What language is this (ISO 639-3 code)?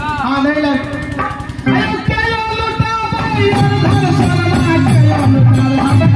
mai